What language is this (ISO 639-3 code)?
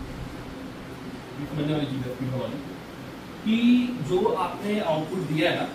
hin